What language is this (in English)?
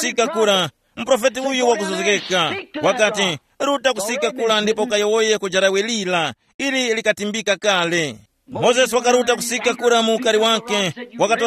Tumbuka